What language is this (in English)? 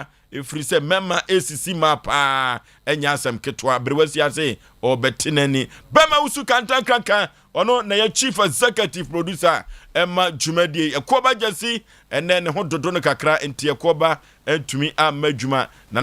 Akan